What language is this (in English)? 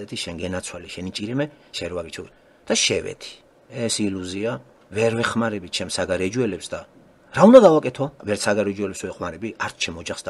Georgian